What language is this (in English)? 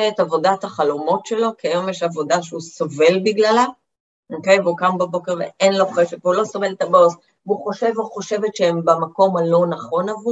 Hebrew